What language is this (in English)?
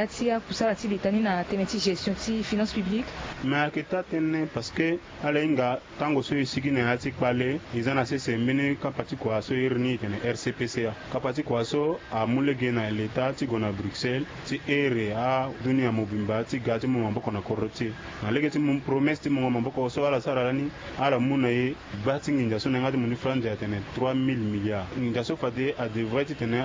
Sango